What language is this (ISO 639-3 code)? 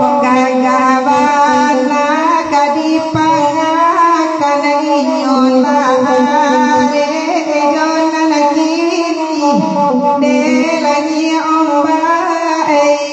min